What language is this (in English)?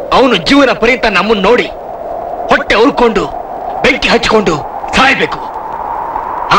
Kannada